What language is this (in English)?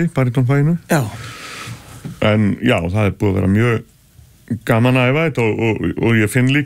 Icelandic